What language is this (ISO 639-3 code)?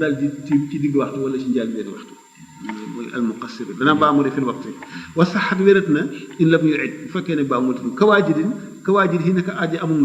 wol